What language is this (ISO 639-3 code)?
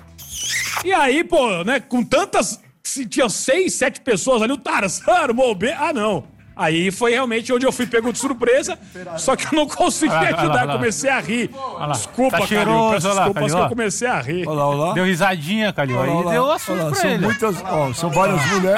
por